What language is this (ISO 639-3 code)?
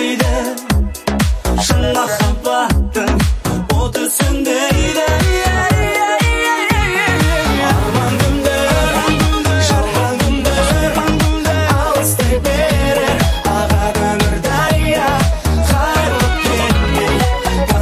kaz